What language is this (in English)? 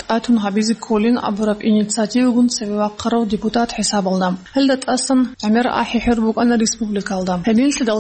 Avaric